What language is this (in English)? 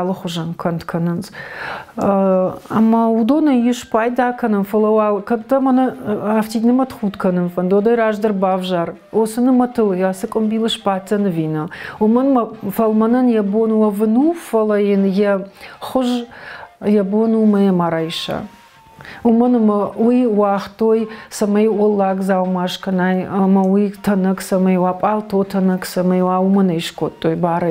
Ossetic